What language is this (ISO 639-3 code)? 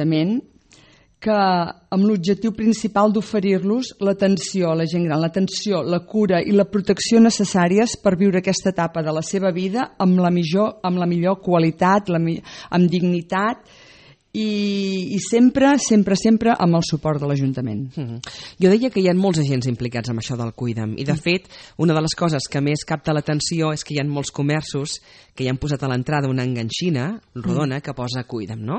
cat